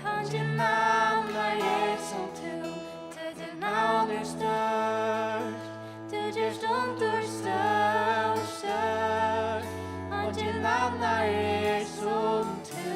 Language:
Faroese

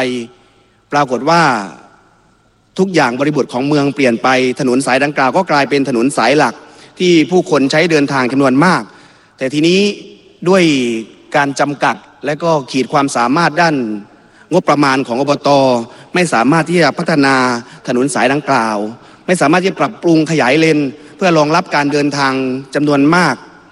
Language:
Thai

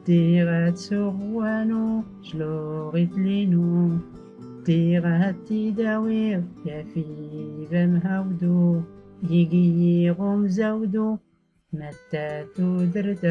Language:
Tachelhit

